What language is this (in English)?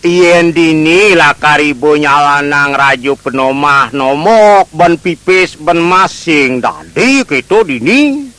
Balinese